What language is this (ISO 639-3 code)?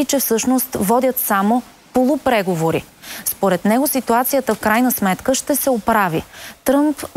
bul